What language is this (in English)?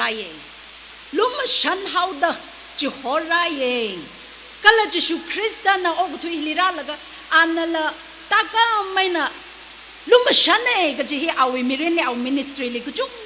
Tangkhul Naga (India)